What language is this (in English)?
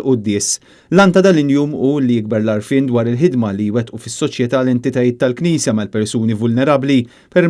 Maltese